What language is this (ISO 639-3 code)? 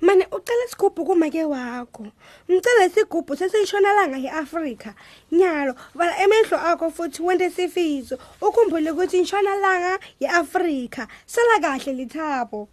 ssw